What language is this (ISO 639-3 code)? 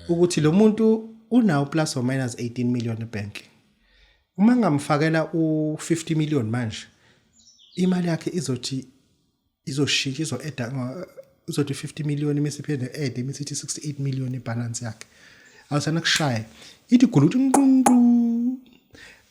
zul